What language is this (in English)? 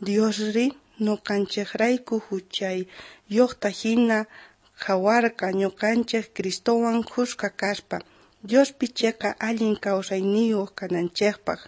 South Bolivian Quechua